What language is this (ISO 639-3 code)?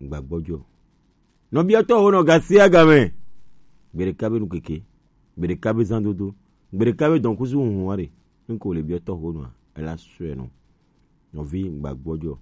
gej